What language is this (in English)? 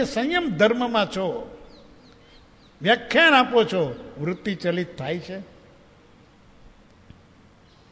Gujarati